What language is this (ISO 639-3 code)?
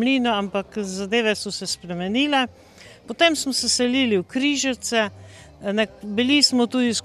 slv